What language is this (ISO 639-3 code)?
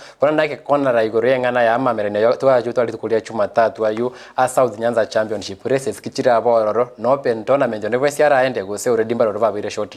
guz